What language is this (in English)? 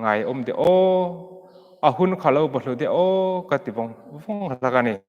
Hmar